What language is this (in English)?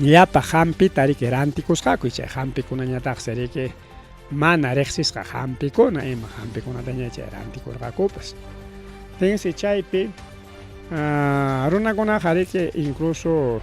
Ayacucho Quechua